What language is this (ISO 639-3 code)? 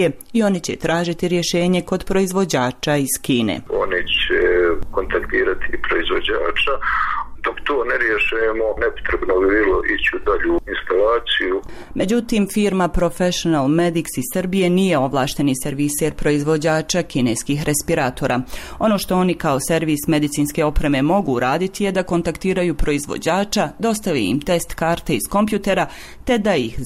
bos